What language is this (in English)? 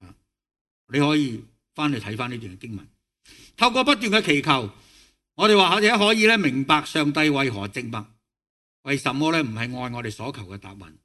Cantonese